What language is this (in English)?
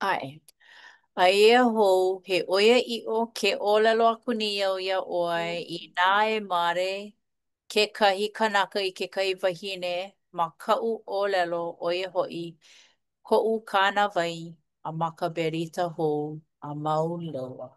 Hawaiian